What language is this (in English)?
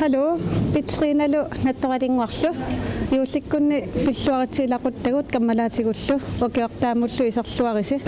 Kalaallisut